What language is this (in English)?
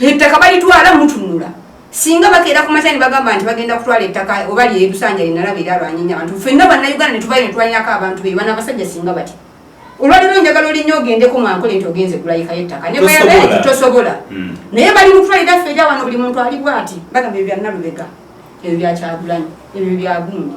Ganda